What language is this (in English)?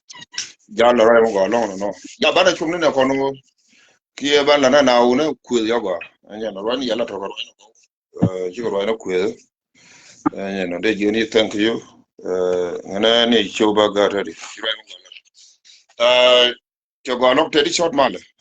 Nuer